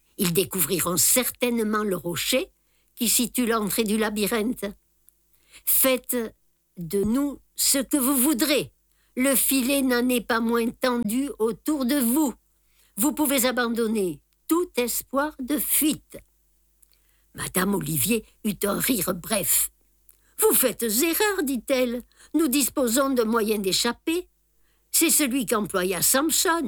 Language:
French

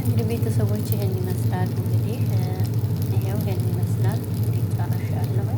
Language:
Amharic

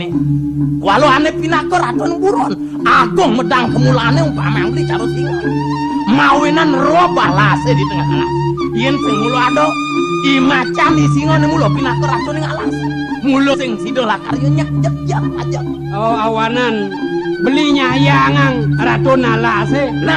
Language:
Balinese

